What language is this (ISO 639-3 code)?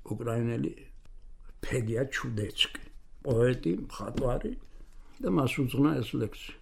kat